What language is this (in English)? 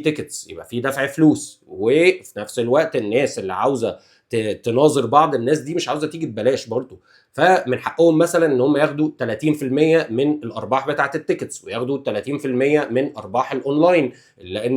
Egyptian Arabic